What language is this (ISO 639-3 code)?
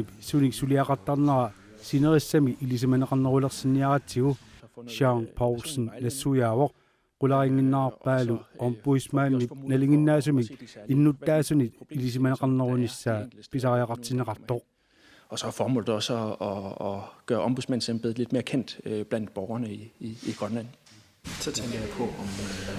kal